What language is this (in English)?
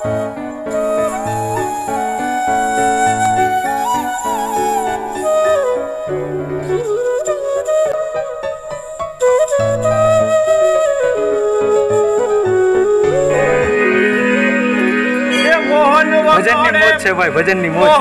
Gujarati